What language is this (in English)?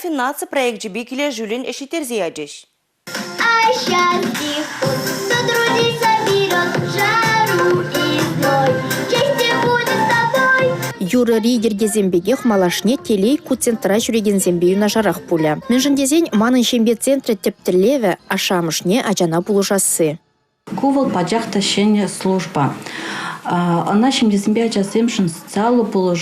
Chuvash